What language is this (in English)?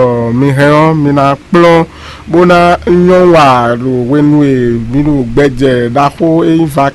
Fon